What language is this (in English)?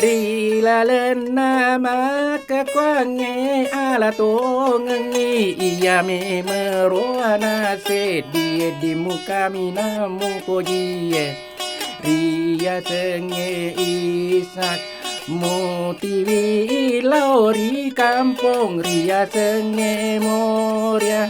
Buginese